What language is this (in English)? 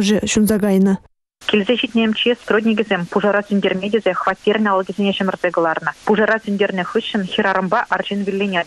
Chuvash